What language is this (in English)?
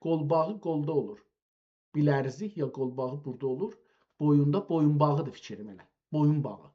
South Azerbaijani